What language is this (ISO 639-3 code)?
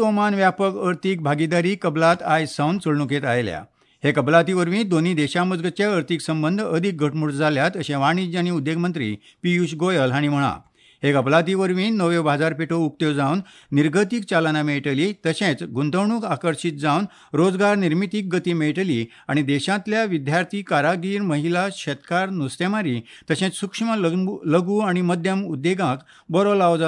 kok